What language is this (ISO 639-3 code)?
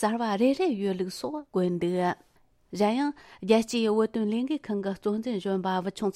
bod